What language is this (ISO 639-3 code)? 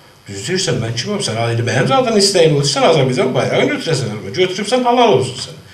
azb